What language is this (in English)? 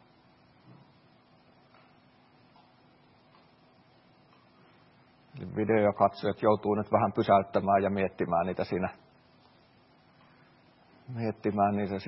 Finnish